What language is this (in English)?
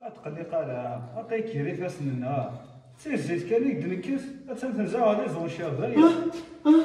Kabyle